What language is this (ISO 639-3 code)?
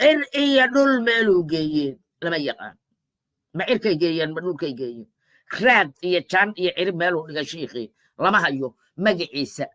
som